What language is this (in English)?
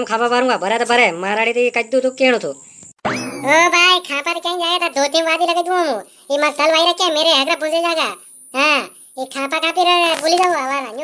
Rajasthani